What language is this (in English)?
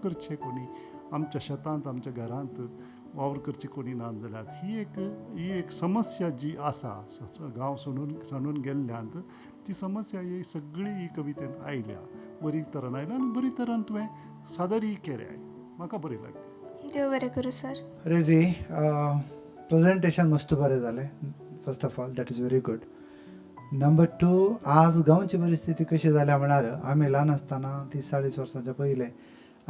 Konkani